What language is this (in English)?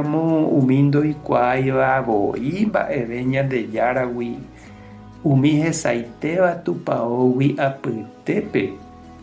Guarani